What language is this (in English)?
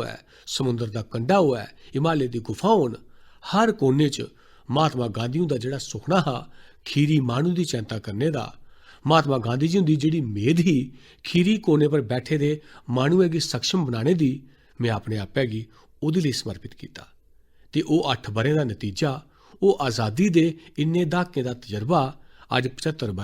Dogri